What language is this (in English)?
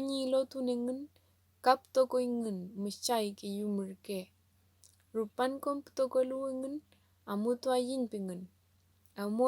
Mapuche